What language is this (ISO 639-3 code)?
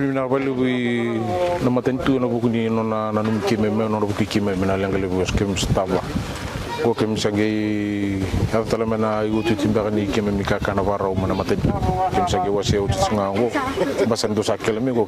fij